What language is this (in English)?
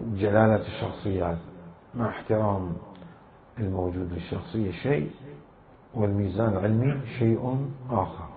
Mesopotamian Arabic